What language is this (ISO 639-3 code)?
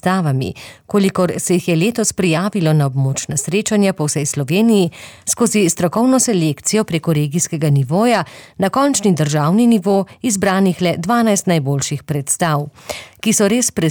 slv